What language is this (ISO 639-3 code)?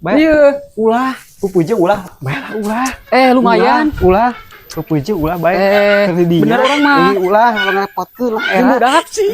sun